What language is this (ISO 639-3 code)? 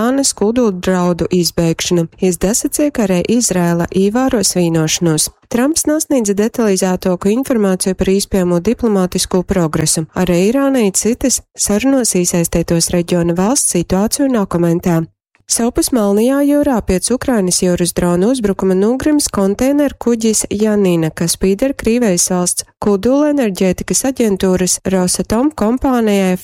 ltg